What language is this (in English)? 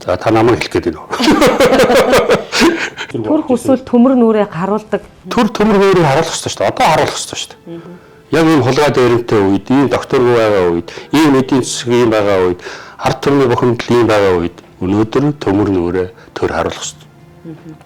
Mongolian